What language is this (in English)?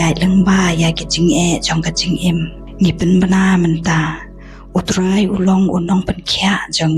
Khasi